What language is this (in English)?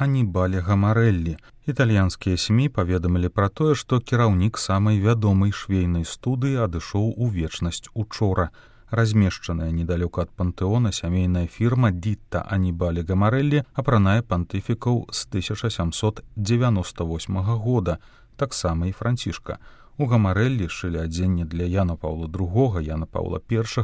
Belarusian